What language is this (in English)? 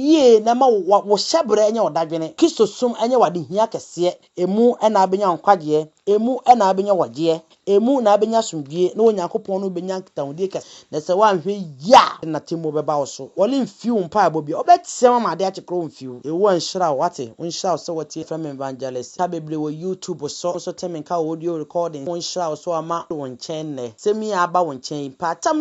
Akan